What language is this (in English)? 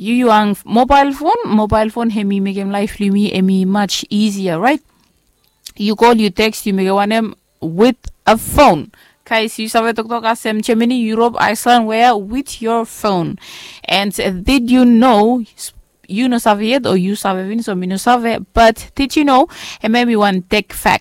Bislama